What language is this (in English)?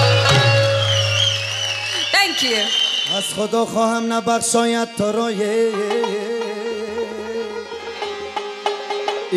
Persian